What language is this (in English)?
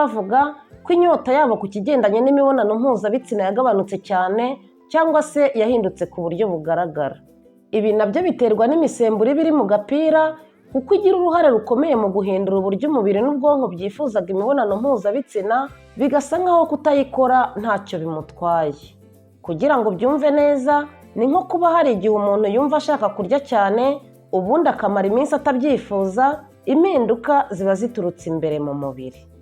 Kinyarwanda